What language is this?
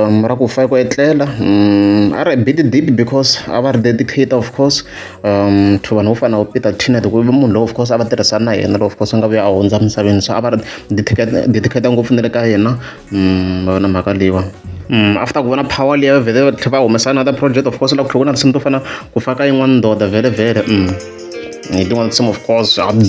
Tsonga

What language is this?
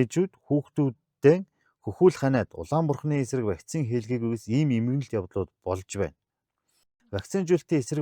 Mongolian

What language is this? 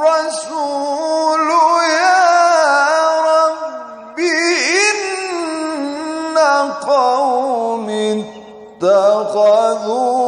Baluchi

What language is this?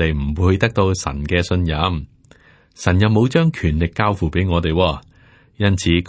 Cantonese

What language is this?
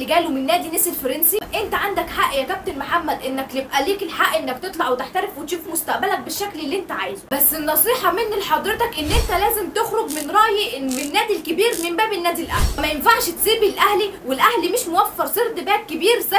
Egyptian Arabic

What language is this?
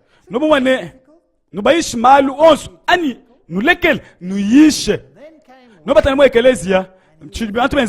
Luba-Lulua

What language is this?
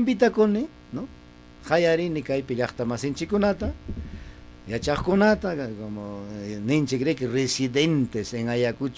Ayacucho Quechua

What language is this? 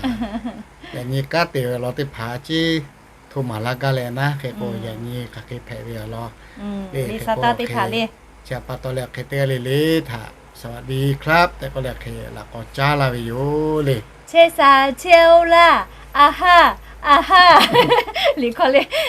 Lahu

